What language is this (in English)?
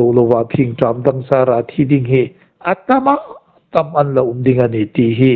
Hmar